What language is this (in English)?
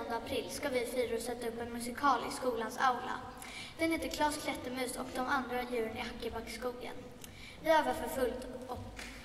Swedish